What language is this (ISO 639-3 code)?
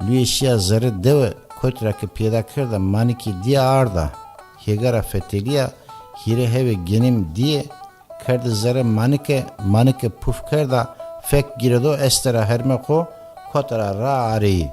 zza